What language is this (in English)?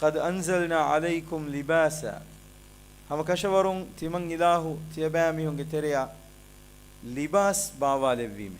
Divehi